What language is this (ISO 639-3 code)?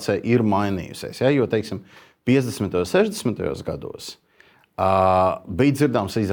lav